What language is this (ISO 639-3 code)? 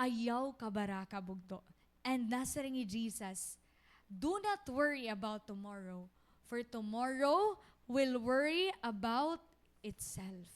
war